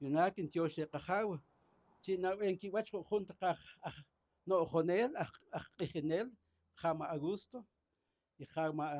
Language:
Poqomchi'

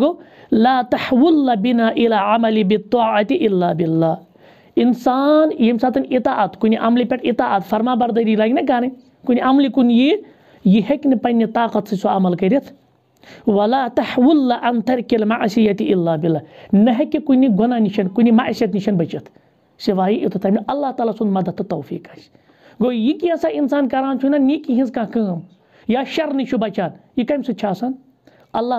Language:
Kashmiri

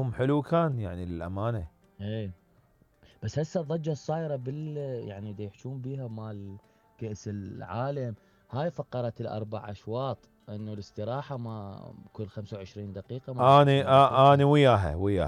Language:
Mesopotamian Arabic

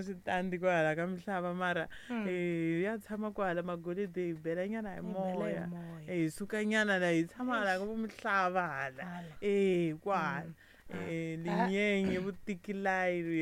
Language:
Tsonga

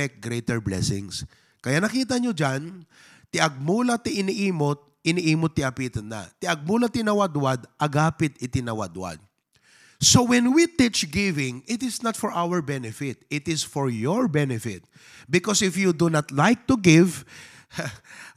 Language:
Iloko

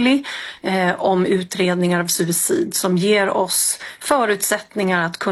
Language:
Swedish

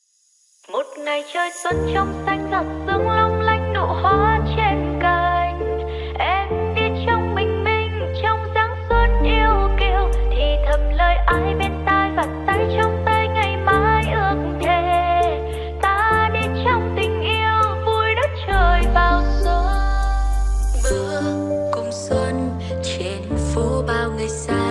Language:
Vietnamese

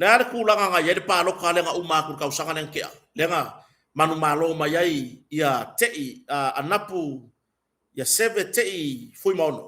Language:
Samoan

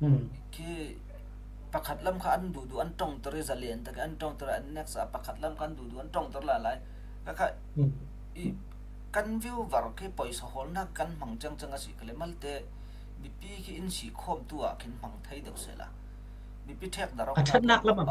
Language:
Falam Chin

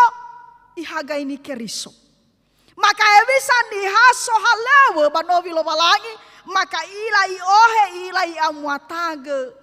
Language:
Nias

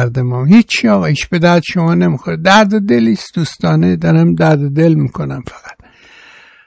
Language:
Persian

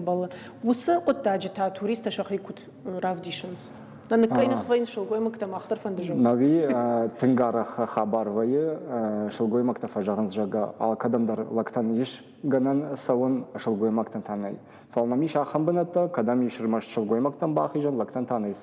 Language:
Ossetic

